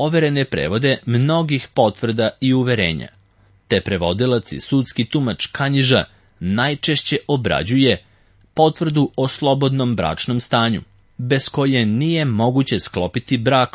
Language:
Serbian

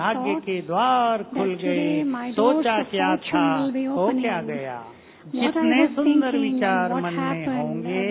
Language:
Hindi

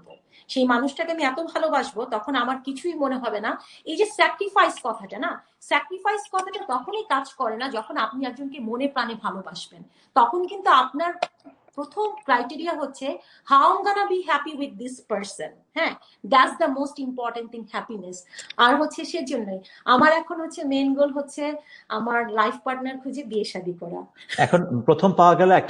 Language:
Bangla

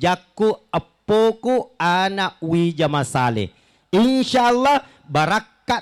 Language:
Buginese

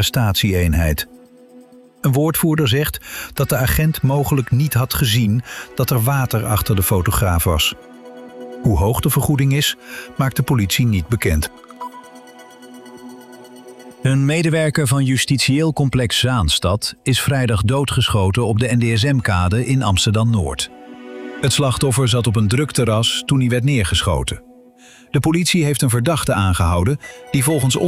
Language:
Dutch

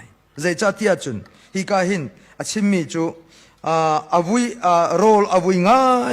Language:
Hakha Chin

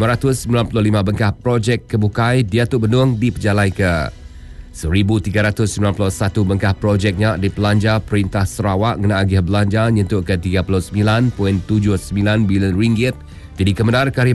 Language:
Iban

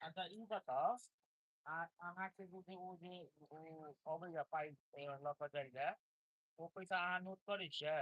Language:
Maithili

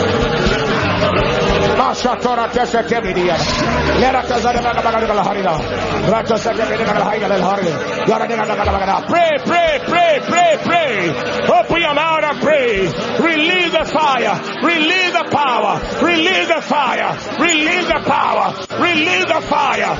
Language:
English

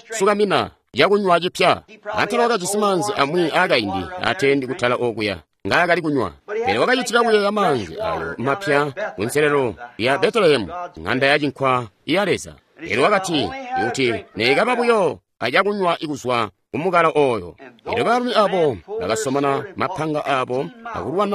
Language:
Tonga (Zambia)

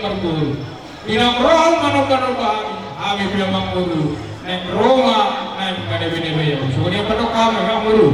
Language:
Batak Toba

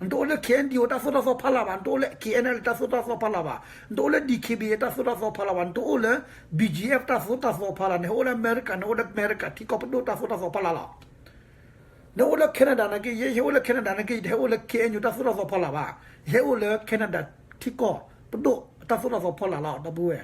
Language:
S'gaw Karen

